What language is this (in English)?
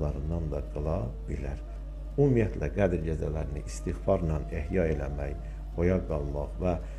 Azerbaijani